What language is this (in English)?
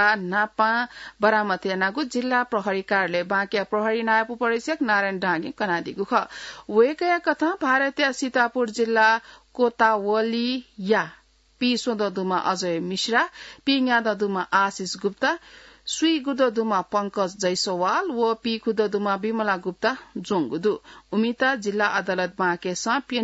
Newari